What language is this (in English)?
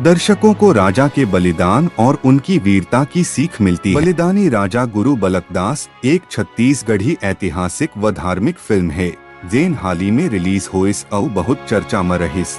Chhattisgarhi